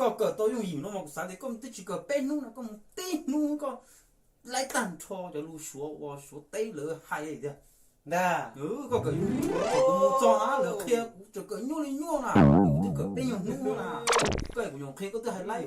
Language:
Hmong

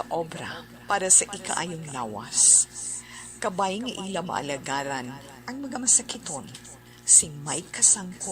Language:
Hiligaynon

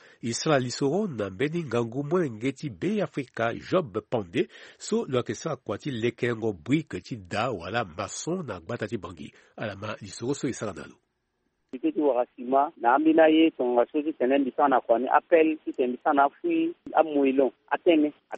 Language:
Sango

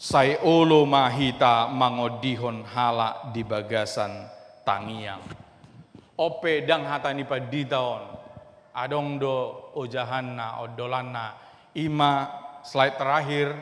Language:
Batak Toba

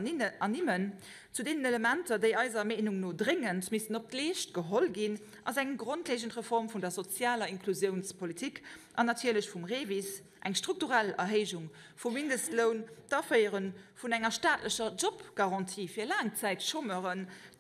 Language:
Luxembourgish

